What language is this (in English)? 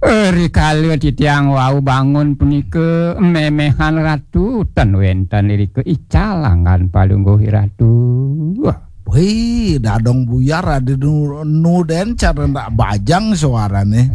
Balinese